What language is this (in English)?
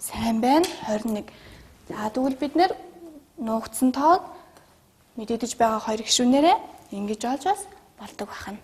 Mongolian